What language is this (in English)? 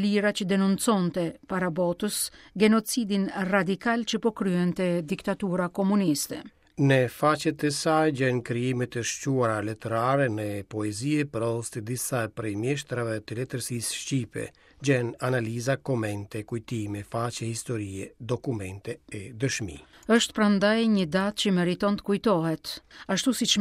Albanian